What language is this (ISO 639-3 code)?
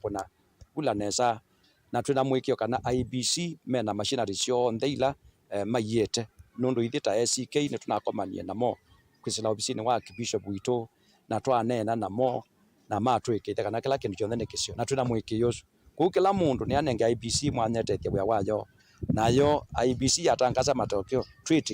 kam